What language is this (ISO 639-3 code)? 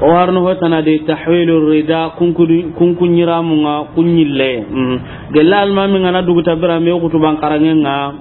snk